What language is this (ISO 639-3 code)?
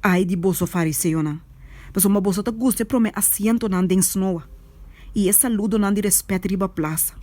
pap